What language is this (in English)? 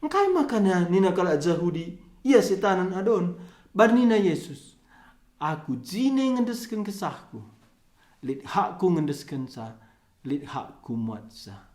Batak Karo